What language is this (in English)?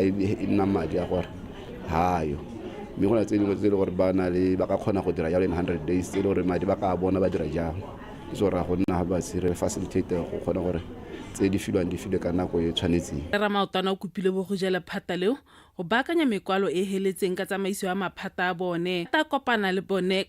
Tswana